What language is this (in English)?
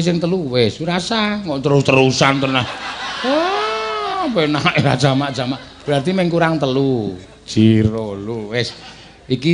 Javanese